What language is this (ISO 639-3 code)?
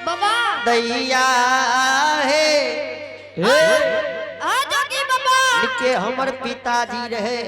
anp